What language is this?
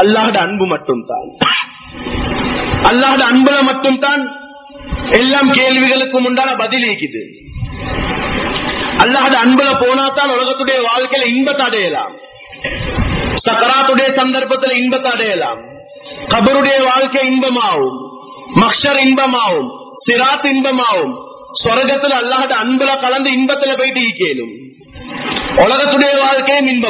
Tamil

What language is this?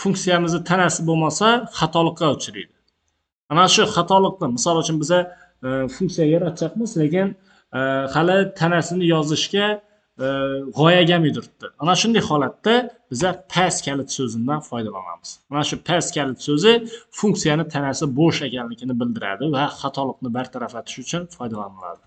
Uzbek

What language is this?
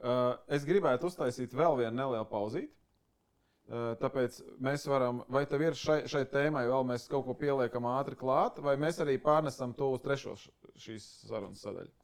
Latvian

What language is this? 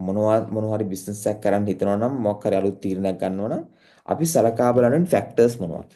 Sinhala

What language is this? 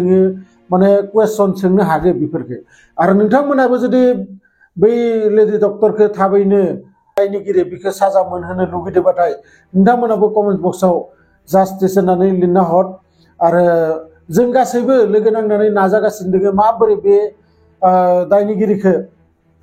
Bodo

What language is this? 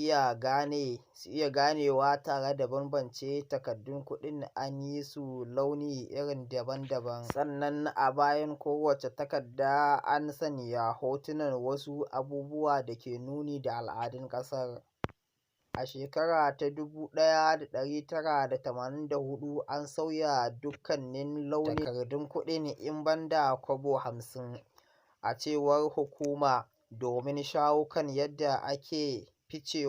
Hausa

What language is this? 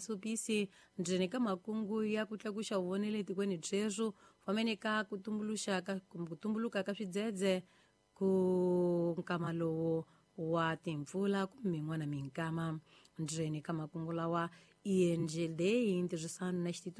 Tsonga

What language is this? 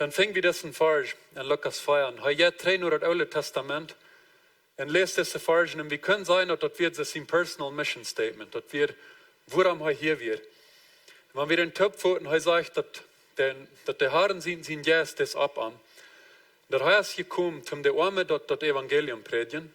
Plautdietsch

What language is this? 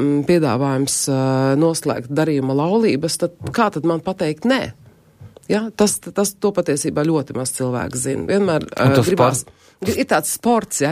Latvian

